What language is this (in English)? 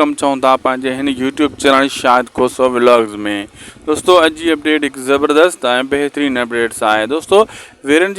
Sindhi